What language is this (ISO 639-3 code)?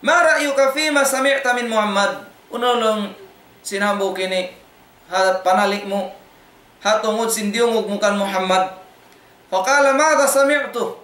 tsg